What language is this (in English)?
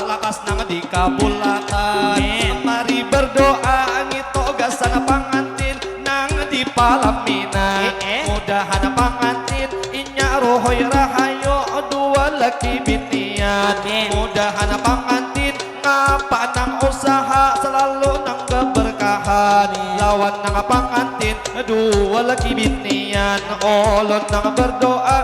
Banjar